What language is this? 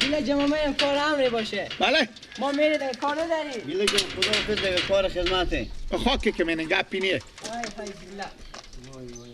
Persian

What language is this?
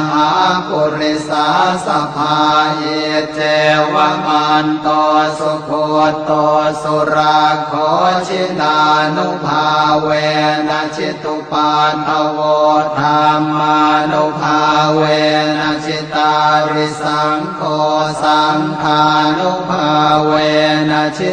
Pali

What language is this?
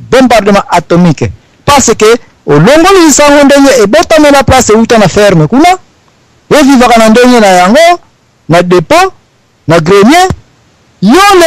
Lingala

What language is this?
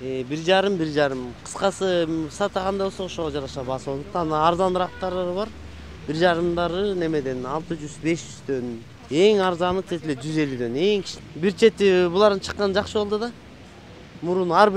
Kyrgyz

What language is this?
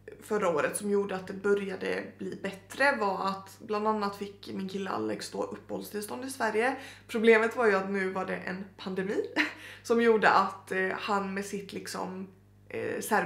Swedish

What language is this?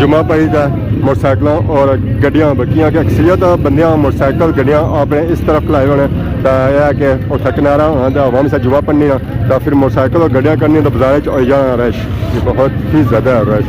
Pahari-Potwari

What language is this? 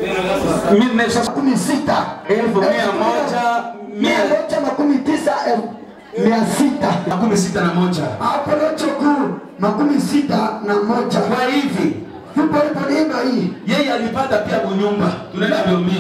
Swahili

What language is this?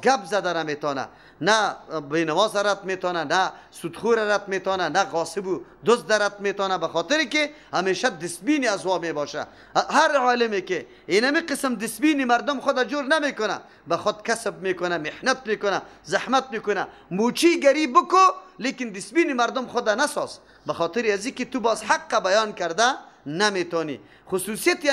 Persian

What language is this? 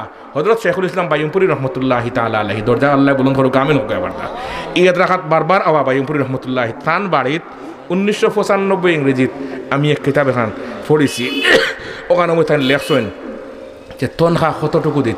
Sylheti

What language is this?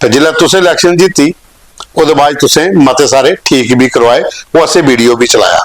Dogri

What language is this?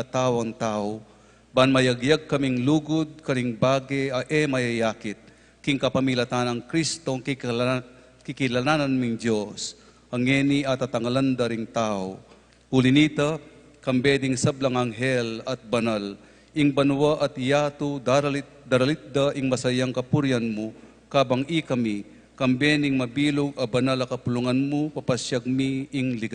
Pampanga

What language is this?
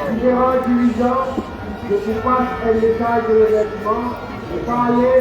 Morisyen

